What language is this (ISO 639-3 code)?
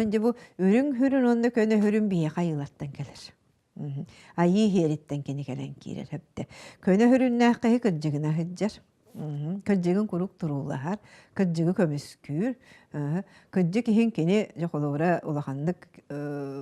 sah